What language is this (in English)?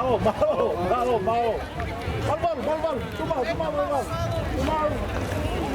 Tongan